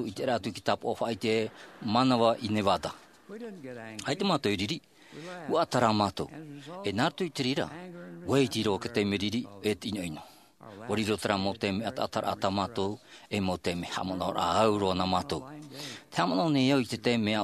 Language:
Tahitian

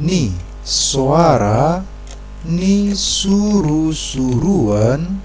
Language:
Batak Toba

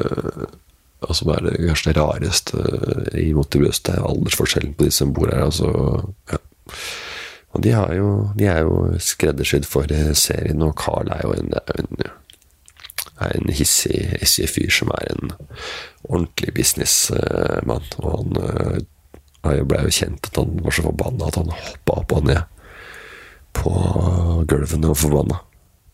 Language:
Norwegian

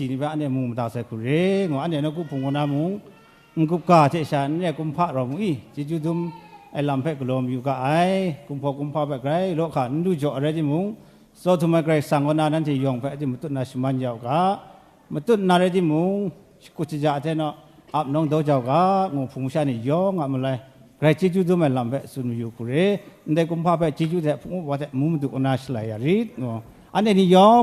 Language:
Kachin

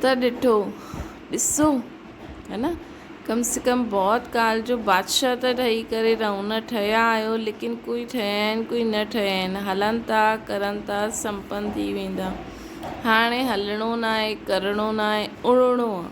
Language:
Sindhi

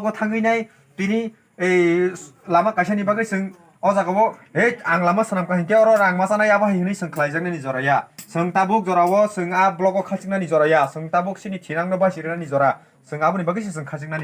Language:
Kok Borok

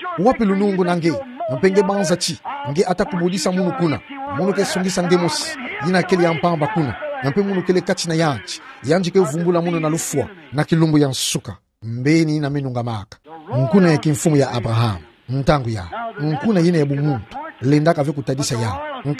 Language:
Kituba (Democratic Republic of Congo)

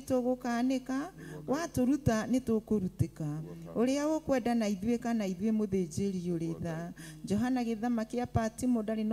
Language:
Kikuyu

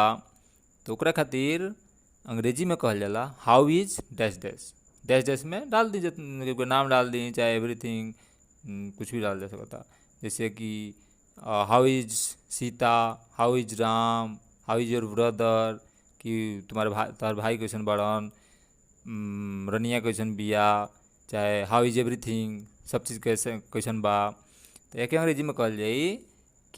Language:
Bhojpuri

